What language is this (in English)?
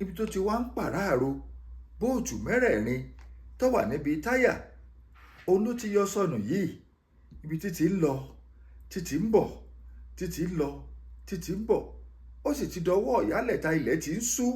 Yoruba